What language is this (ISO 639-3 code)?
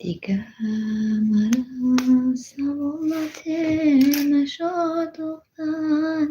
tgk